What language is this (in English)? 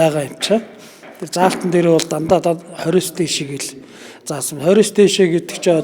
Mongolian